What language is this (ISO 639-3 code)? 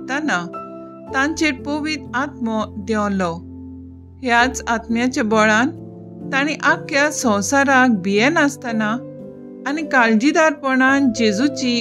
kok